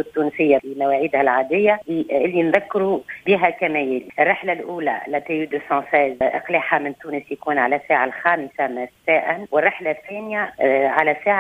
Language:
Tunisian Arabic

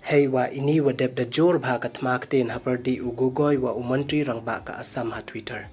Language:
Pnar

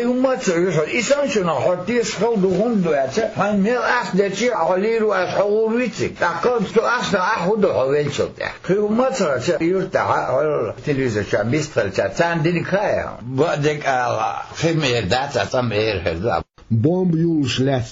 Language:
Chechen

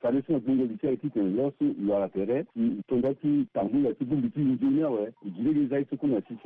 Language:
Sango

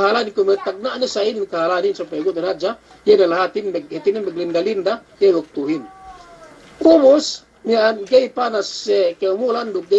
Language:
Yakan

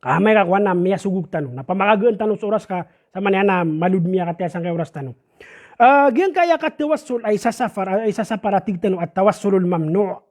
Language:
Maranao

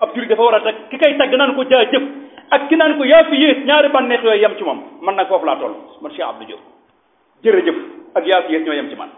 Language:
Wolof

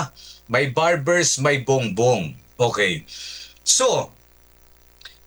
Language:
Filipino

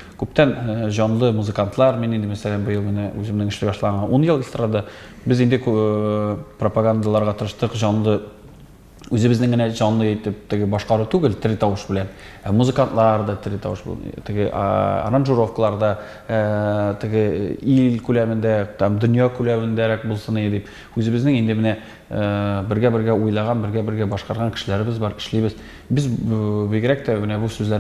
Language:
Tatar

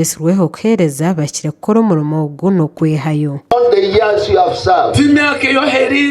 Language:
Nyankole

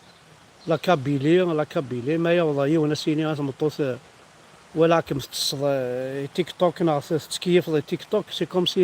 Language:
Kabyle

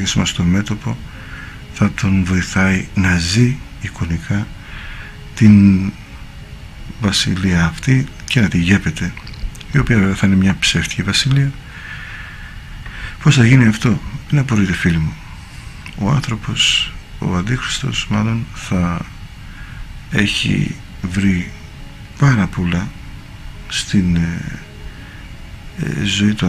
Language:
Greek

